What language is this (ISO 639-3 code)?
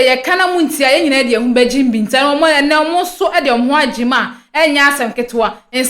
aka